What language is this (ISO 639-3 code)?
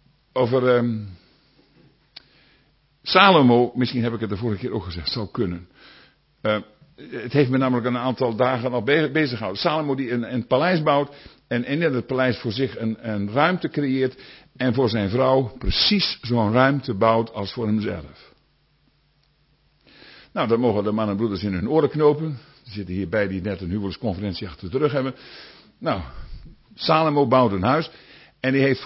nld